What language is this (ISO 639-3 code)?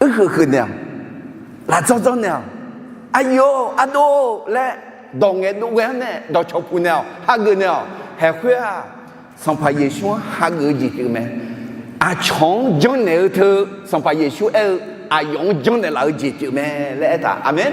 ahk